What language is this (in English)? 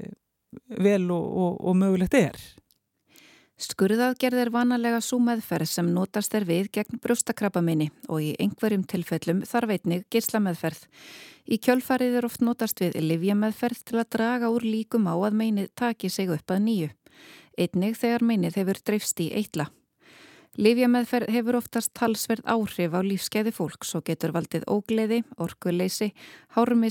Icelandic